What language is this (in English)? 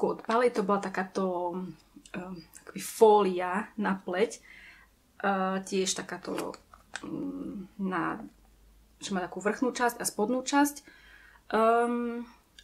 Slovak